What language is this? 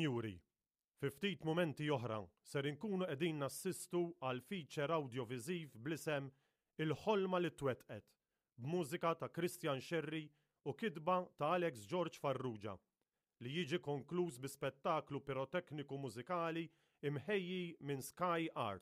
Maltese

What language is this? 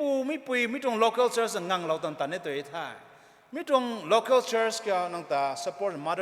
Rongmei Naga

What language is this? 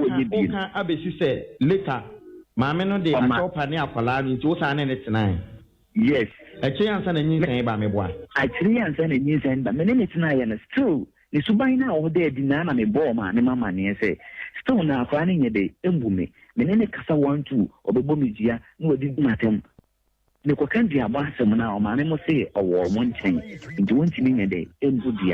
Akan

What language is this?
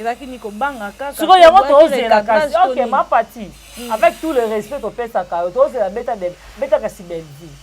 Lingala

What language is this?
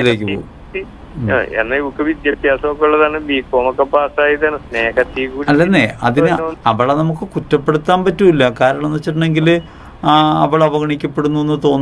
Malayalam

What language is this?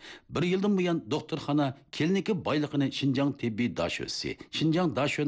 Uyghur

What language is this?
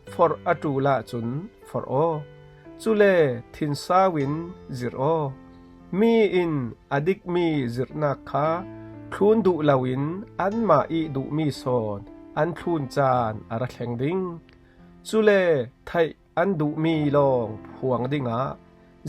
Falam Chin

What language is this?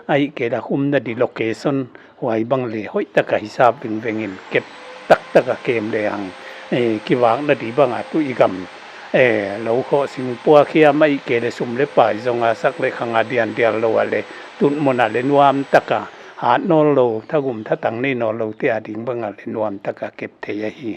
Paite Chin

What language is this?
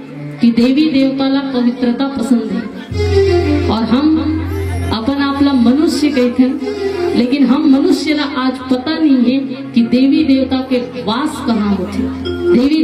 Chhattisgarhi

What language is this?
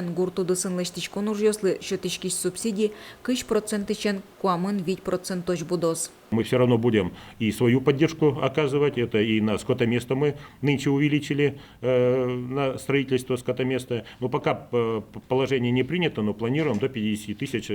Udmurt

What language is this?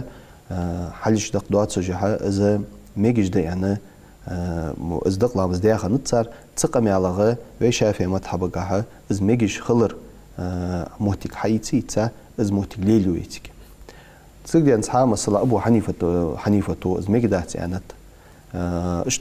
Ingush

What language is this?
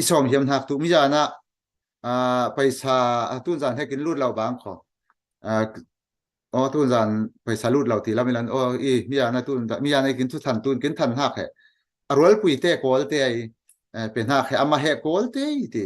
Falam Chin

